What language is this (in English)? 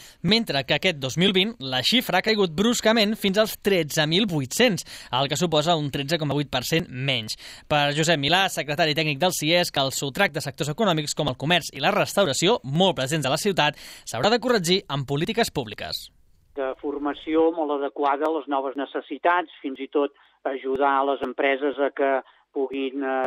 Catalan